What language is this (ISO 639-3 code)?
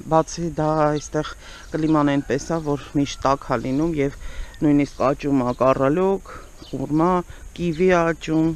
hye